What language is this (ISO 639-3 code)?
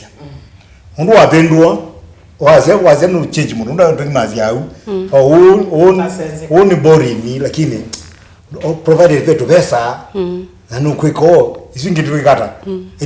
kam